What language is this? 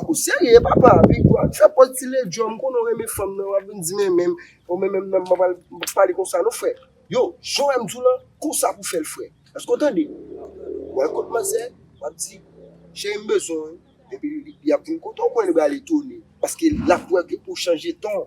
Haitian Creole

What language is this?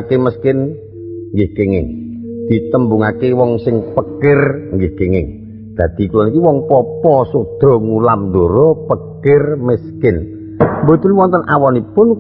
Javanese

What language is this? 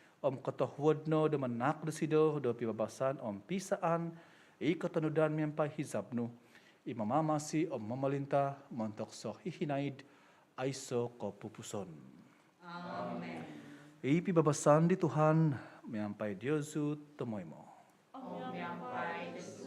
Central Dusun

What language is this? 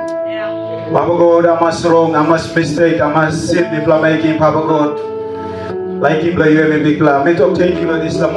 Tok Pisin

